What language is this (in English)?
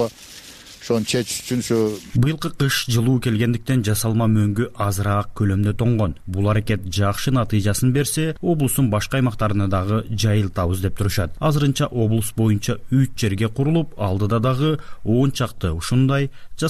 Kyrgyz